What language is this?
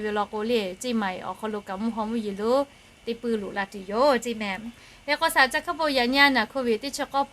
Lahu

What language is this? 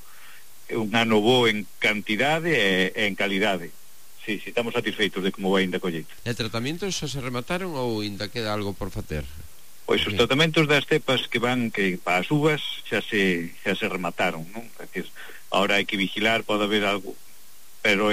Galician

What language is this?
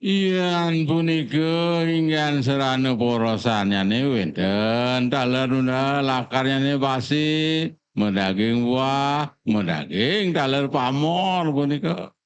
Balinese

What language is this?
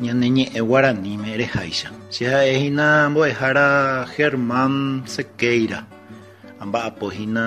Guarani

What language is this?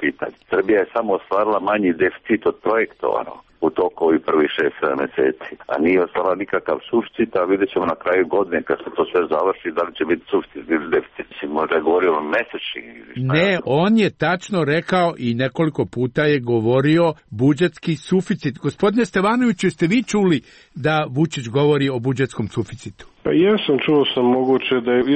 Serbian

